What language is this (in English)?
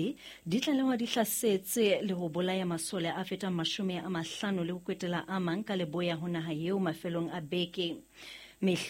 Southern Sotho